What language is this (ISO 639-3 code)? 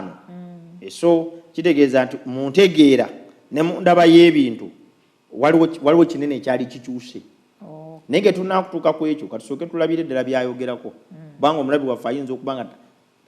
lug